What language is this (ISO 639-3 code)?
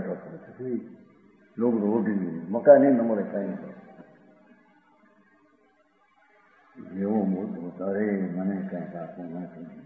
guj